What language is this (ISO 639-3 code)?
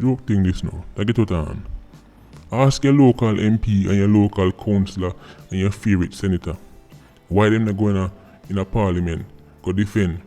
jam